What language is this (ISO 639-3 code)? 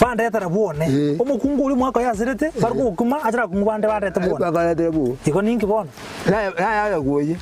guz